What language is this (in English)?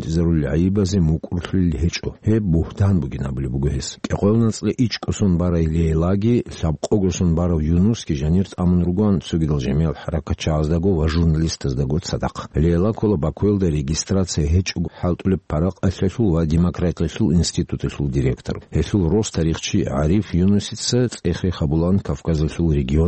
Avaric